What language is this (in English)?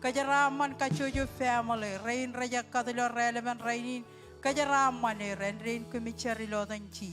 Marshallese